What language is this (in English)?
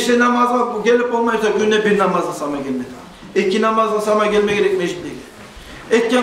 Kumyk